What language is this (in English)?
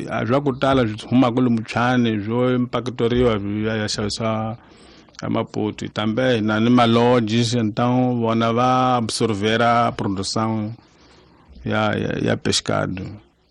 Tsonga